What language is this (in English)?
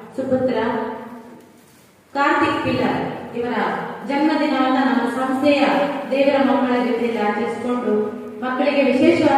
Kannada